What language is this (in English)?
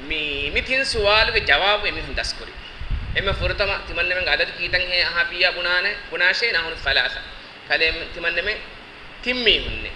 Divehi